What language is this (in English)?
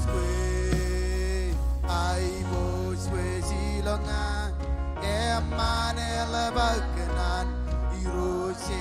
Marshallese